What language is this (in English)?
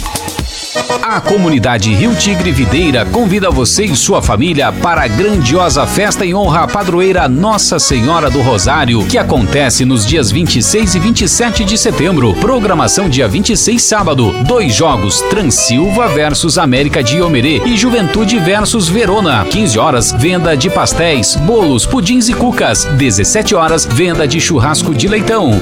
Portuguese